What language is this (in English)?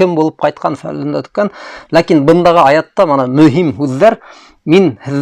Bashkir